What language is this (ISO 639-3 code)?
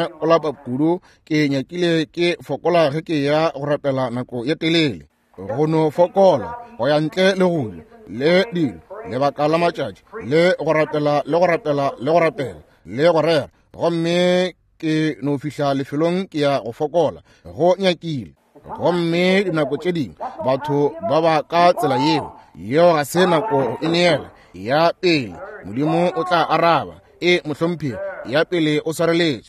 nso